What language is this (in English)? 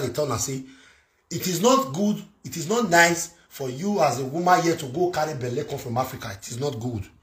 Nigerian Pidgin